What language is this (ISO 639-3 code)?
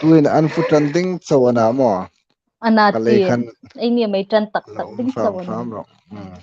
hmr